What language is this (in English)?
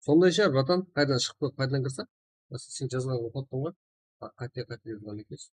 Kara-Kalpak